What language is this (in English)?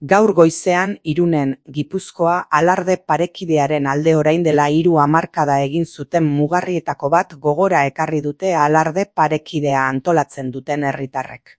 Basque